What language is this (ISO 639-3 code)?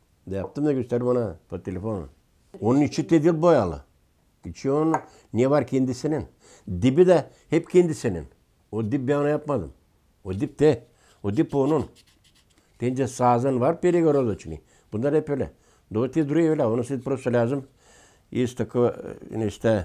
gag